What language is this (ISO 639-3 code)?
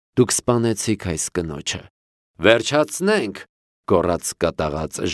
hye